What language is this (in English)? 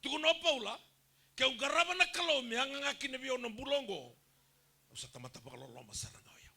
Fijian